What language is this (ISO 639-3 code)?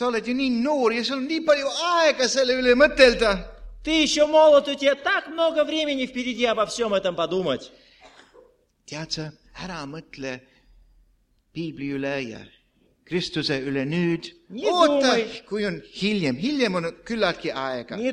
est